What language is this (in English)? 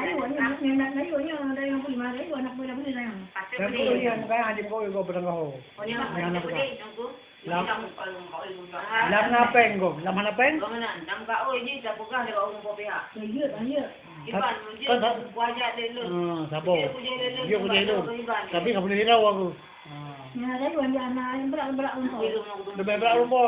Achinese